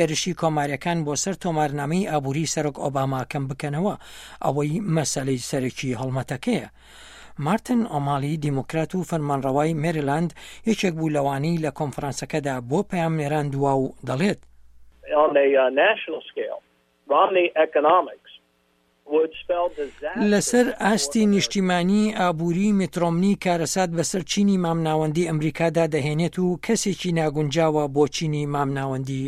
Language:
Central Kurdish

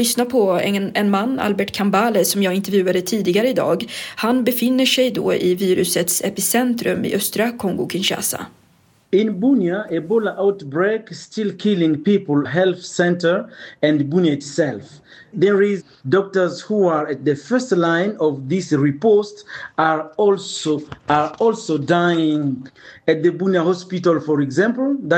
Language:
Swedish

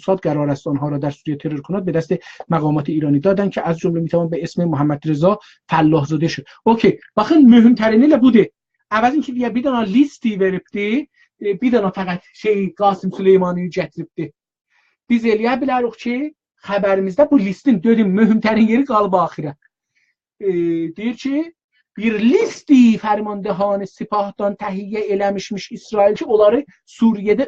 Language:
South Azerbaijani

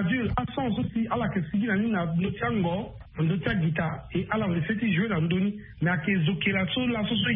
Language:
Sango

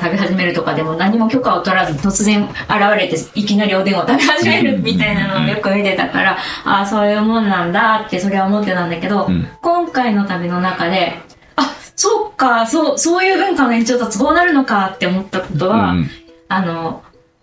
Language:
Japanese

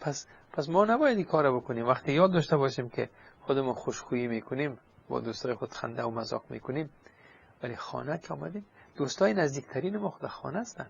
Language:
Persian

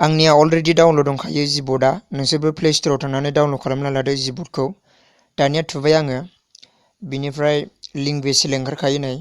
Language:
Bodo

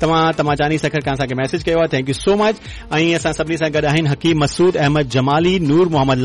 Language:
Sindhi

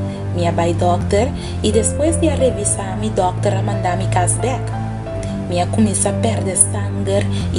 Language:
Papiamento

